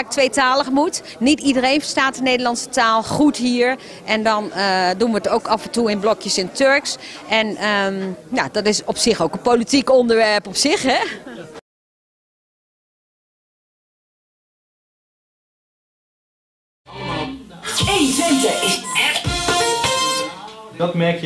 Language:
Dutch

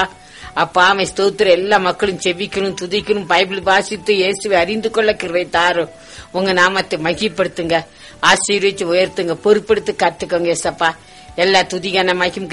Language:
Tamil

